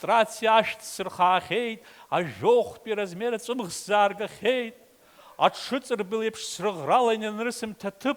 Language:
Abkhazian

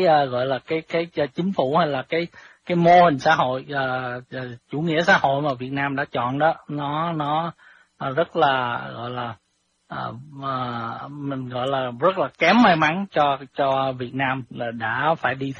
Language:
Vietnamese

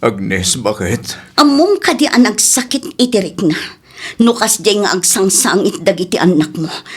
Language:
Iloko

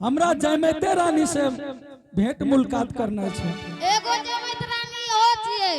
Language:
Angika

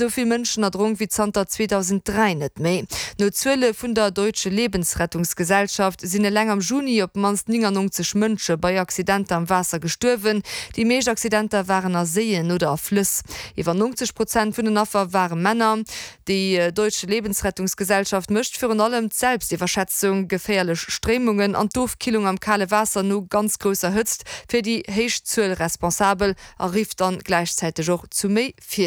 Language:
Luxembourgish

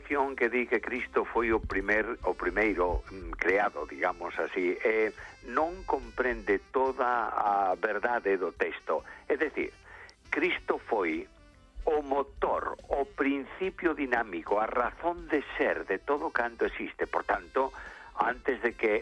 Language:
Galician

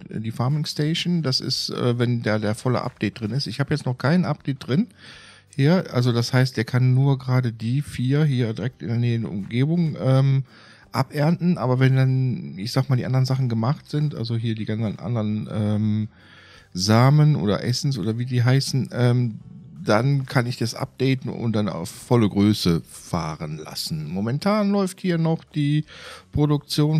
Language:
German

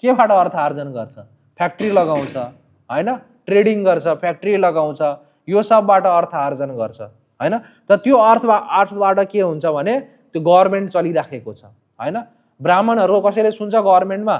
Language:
Nepali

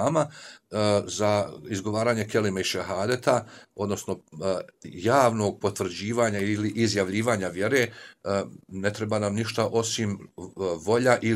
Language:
Bosnian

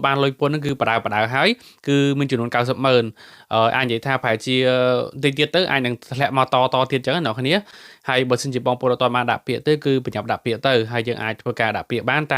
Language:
Khmer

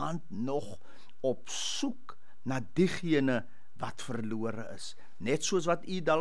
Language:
Afrikaans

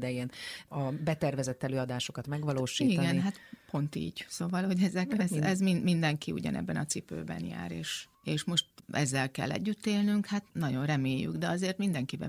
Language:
Hungarian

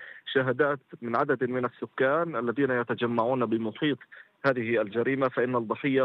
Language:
Arabic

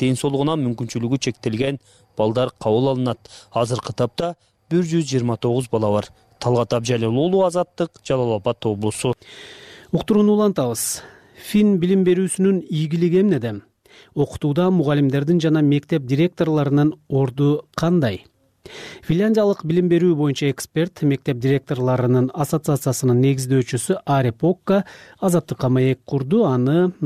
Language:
Kyrgyz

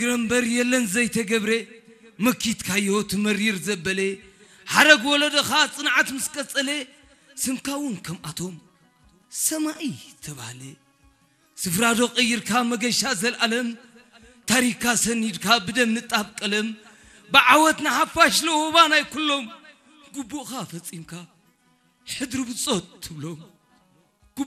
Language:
Tigrinya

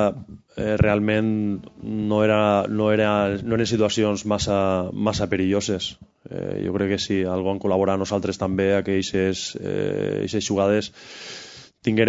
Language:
Catalan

